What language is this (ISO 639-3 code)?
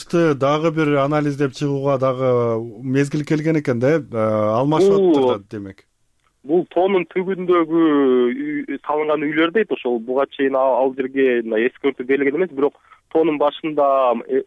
kir